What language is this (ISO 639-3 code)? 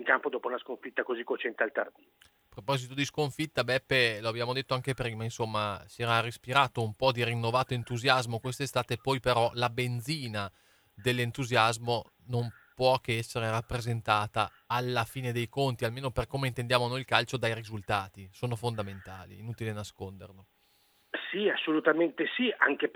ita